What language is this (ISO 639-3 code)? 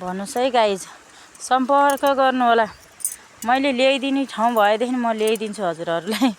nep